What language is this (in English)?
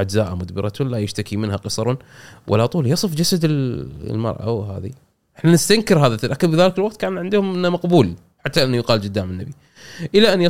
Gulf Arabic